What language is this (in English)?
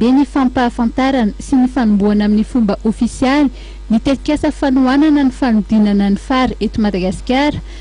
Malagasy